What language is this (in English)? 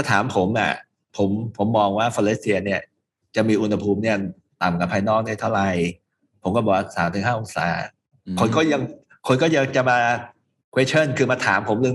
Thai